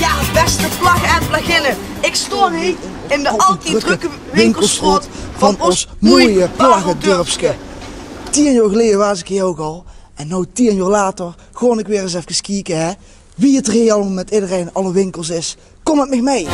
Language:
Limburgish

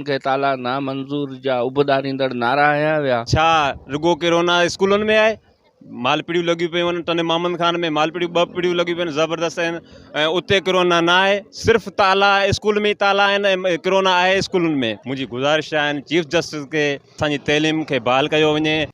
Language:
Sindhi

